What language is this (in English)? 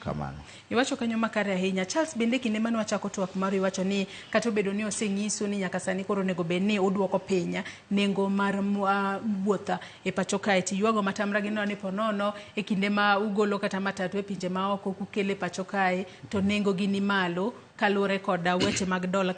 Luo (Kenya and Tanzania)